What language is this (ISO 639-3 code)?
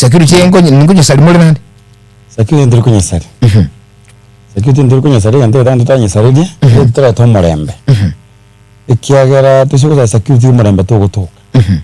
guz